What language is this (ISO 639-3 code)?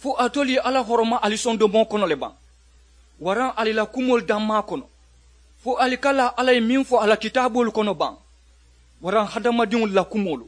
man